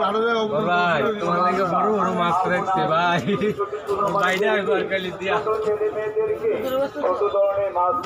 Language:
Bangla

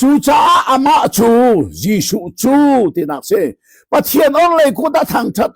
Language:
Hakha Chin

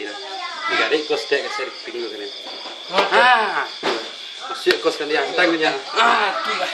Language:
Minangkabau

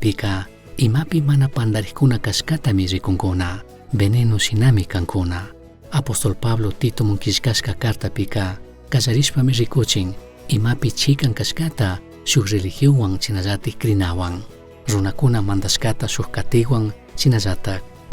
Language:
Chimborazo Highland Quichua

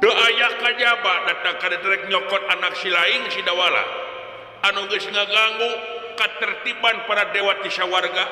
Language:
Sundanese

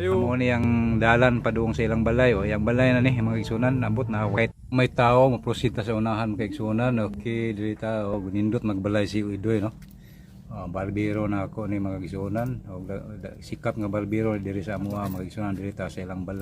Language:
Cebuano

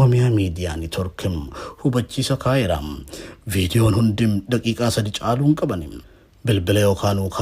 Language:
Oromo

